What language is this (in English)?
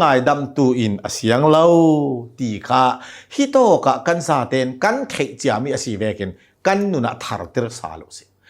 Hakha Chin